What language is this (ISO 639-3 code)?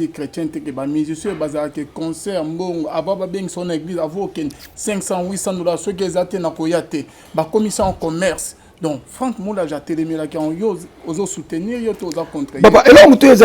lin